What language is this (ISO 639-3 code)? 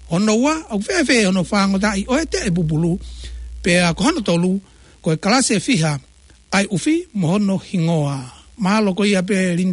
ton